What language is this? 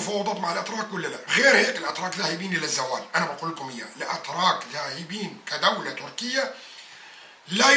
North Levantine Arabic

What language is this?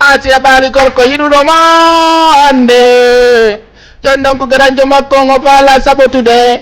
Fula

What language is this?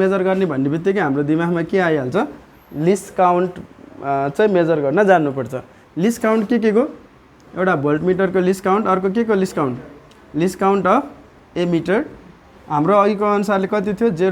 Nepali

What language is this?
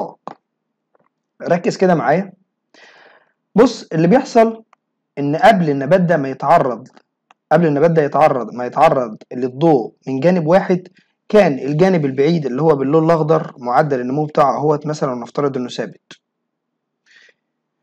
Egyptian Arabic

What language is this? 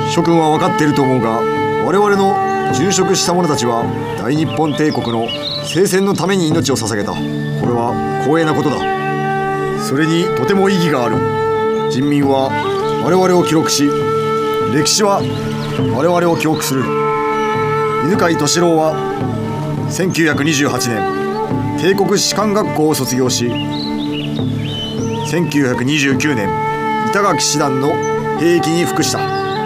Japanese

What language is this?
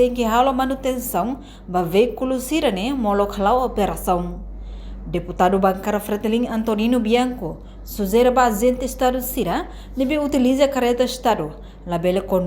Tetum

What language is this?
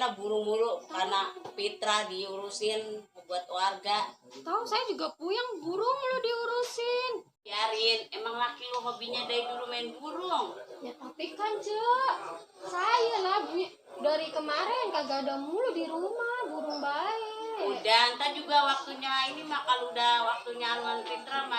Betawi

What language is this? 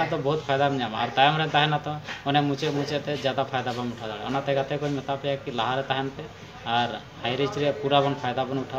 Santali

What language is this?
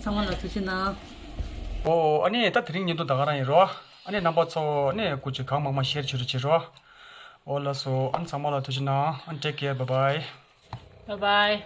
Tibetan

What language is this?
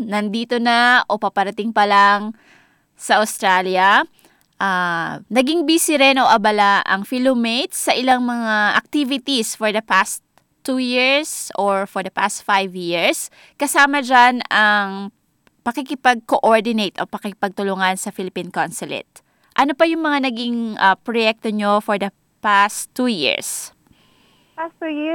Filipino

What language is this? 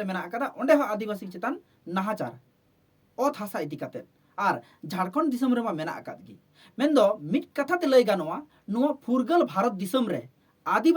Santali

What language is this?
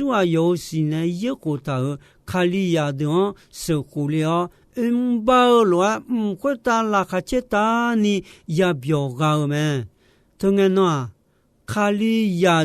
Akha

